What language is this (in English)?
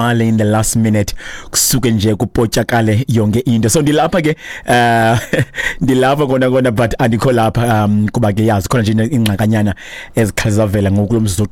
Xhosa